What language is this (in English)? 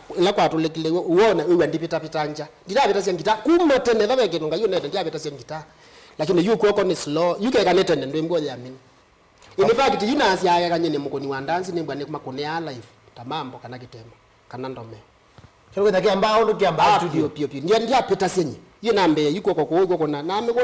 Kamba